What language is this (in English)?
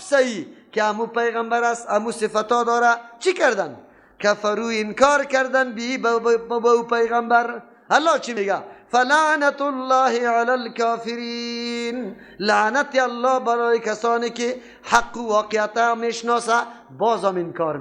Persian